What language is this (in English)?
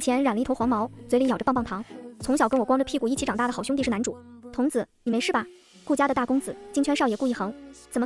Chinese